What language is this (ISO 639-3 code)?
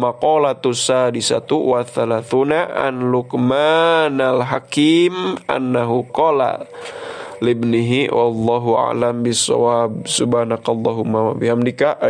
sun